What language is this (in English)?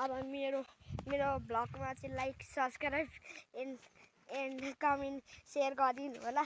Nepali